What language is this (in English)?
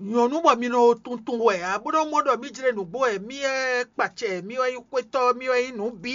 Fon